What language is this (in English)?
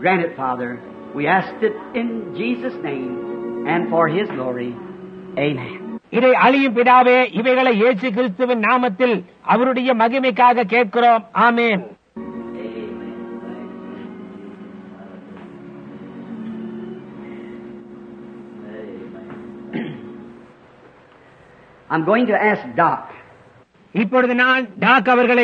Tamil